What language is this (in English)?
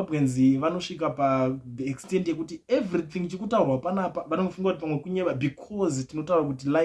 Shona